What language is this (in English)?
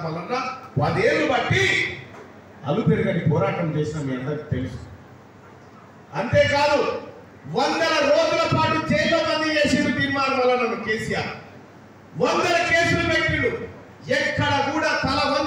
Telugu